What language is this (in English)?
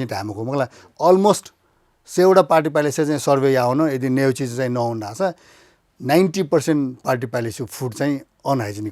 Newari